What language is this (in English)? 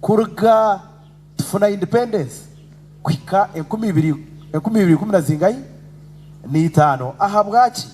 Nyankole